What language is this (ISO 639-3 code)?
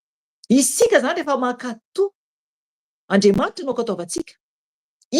mlg